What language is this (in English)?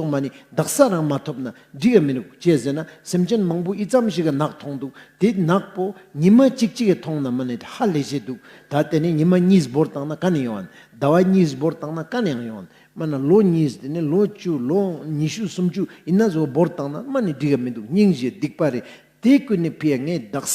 Ladakhi